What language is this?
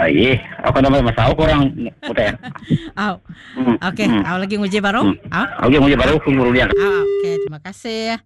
Iban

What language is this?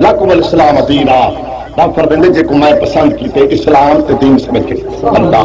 Saraiki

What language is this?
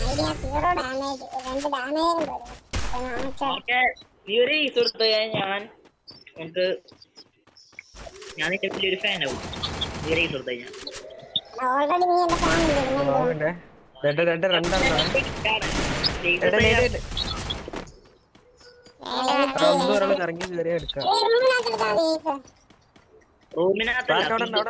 Malayalam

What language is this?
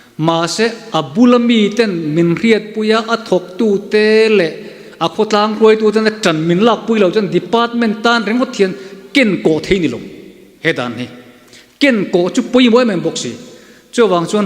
Mizo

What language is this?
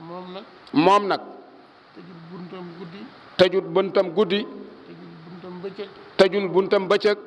Wolof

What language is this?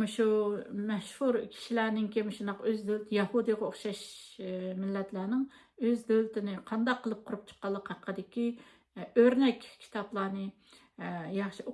Uyghur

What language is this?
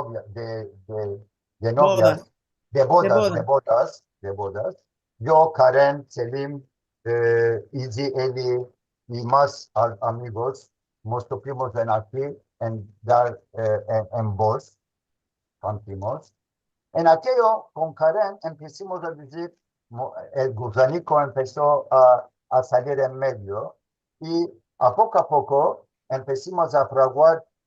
Ladino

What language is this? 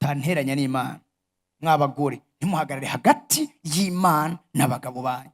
Rundi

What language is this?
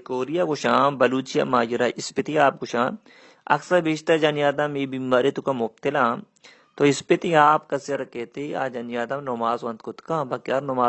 Baluchi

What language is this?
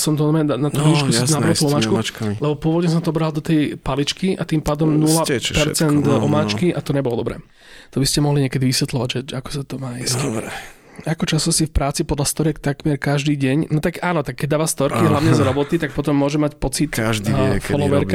Slovak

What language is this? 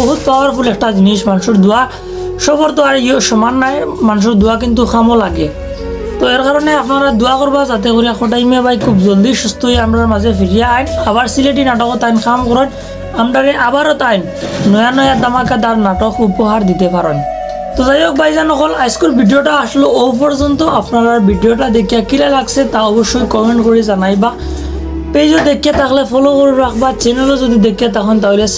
Sylheti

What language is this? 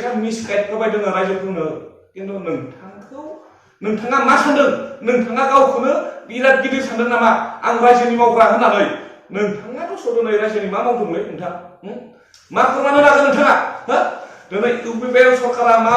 Bodo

